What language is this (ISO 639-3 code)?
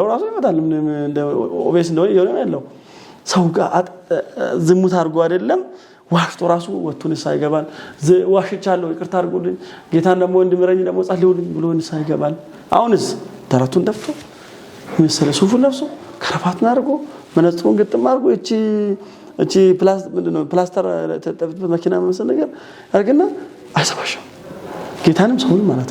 amh